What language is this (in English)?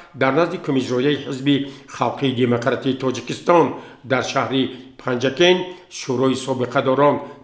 Tajik